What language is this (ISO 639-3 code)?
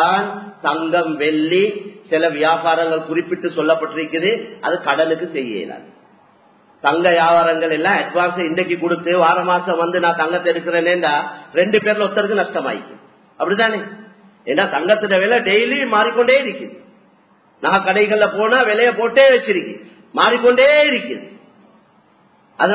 tam